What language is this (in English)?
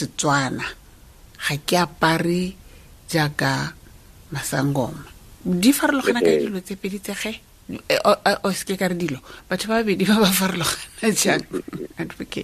Tswana